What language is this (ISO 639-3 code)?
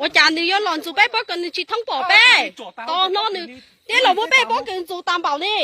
hmn